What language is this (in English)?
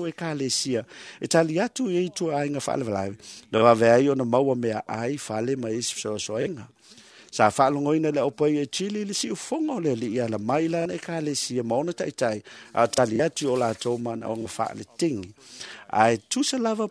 Samoan